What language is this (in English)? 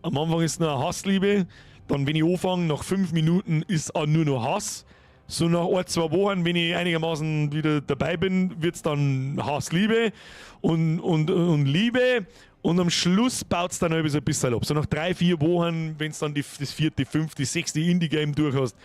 Bavarian